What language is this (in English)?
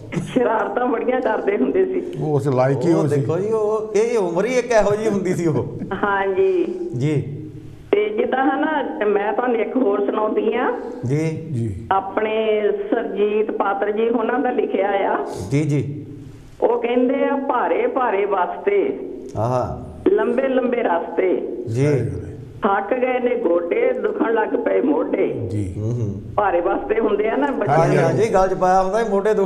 Punjabi